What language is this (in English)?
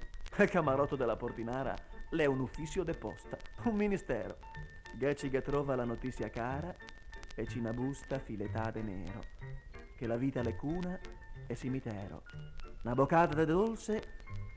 Venetian